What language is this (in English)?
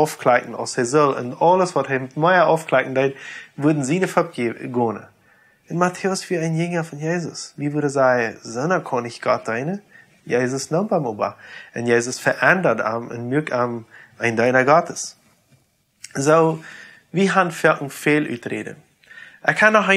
Plautdietsch